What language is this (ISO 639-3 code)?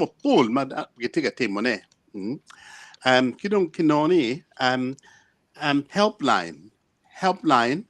ach